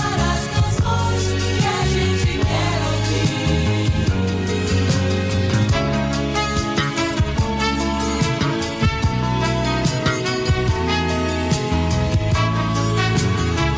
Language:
Portuguese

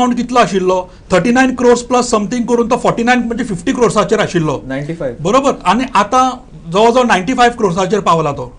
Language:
Konkani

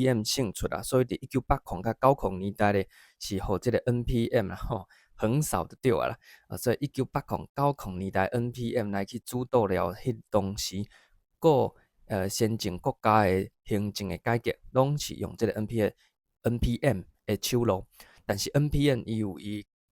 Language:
Min Nan Chinese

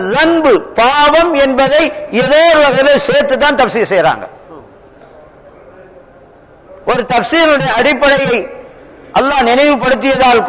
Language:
Tamil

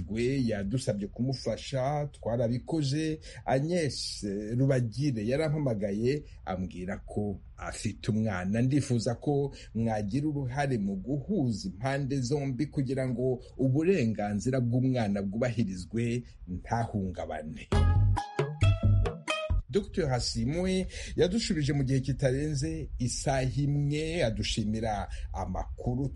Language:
Kinyarwanda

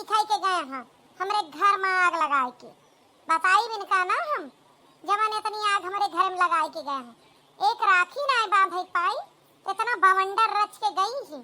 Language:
Awadhi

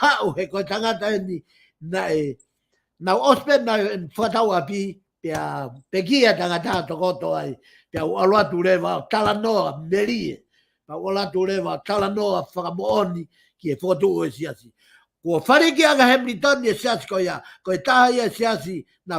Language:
Tongan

